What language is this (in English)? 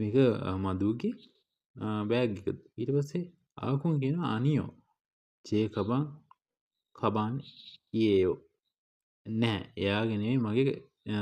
Sinhala